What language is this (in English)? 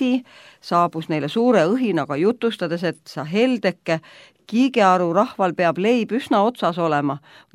Estonian